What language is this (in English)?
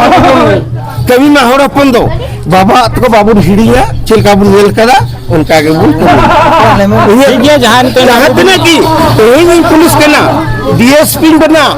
Santali